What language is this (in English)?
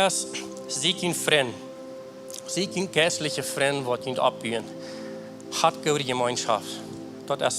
Plautdietsch